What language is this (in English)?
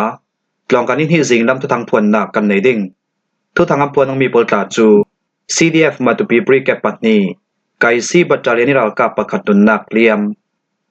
Falam Chin